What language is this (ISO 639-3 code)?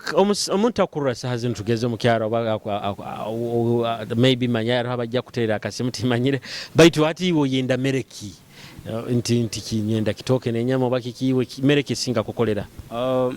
nyo